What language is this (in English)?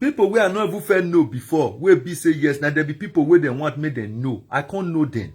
Nigerian Pidgin